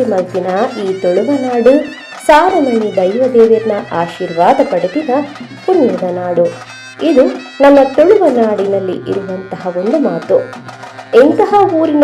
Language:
Tulu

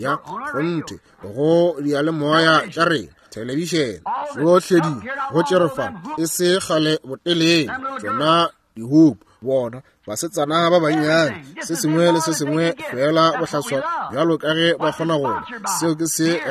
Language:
Northern Sotho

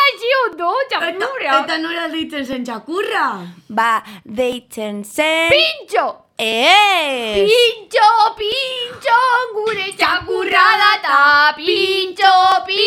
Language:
Basque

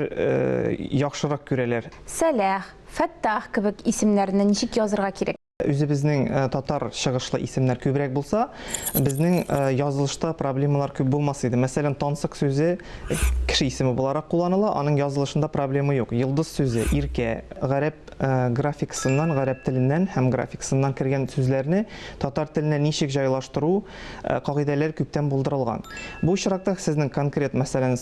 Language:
Tatar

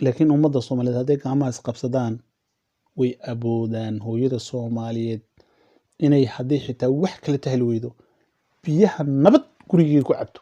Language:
Somali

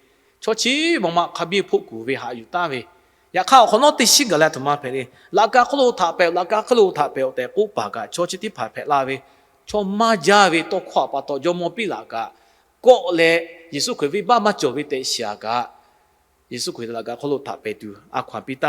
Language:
Lahu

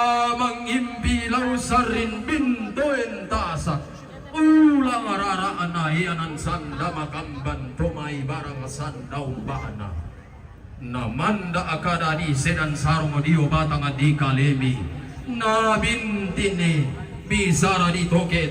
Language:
Toraja-Sa'dan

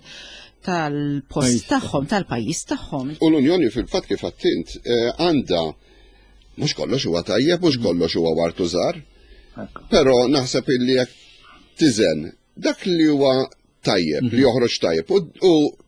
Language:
Maltese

